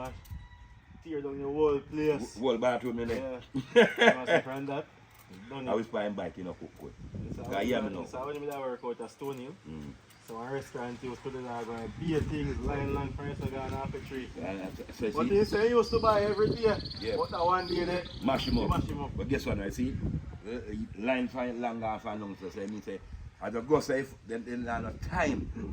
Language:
Jamaican Creole English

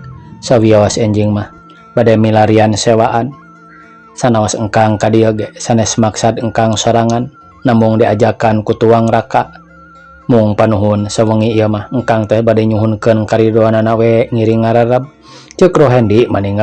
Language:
Sundanese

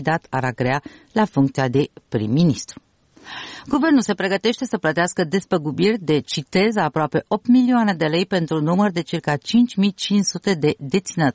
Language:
Romanian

